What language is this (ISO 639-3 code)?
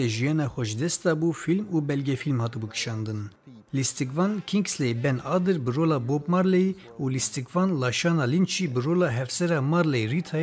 kur